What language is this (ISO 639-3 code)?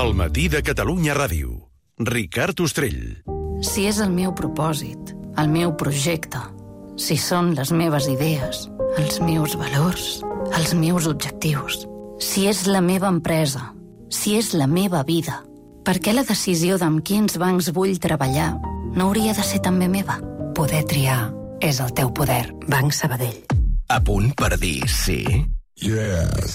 cat